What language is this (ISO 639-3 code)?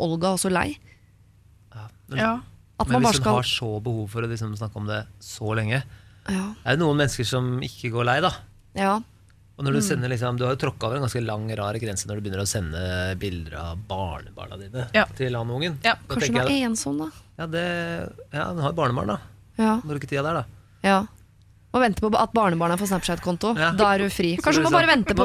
nor